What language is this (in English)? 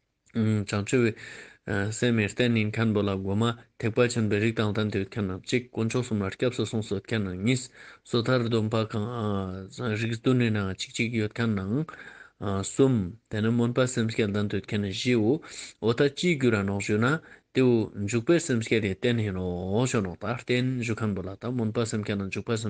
Ladakhi